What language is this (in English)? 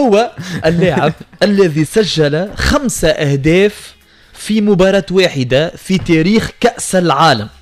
Tunisian Arabic